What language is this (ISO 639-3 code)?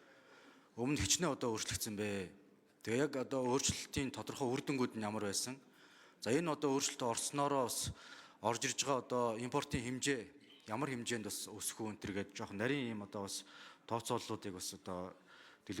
mon